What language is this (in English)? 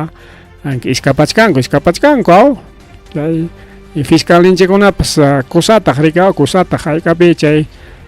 Ayacucho Quechua